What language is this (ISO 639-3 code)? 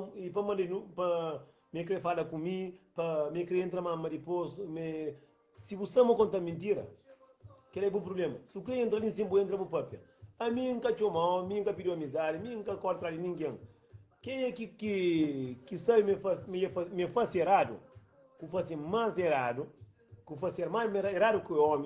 kea